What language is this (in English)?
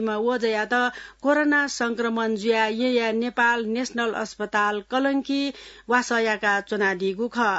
Newari